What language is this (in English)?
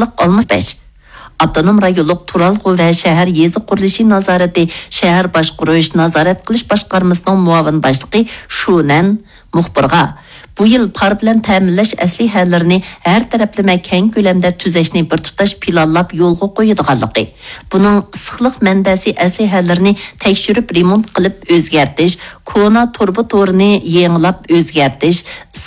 Uyghur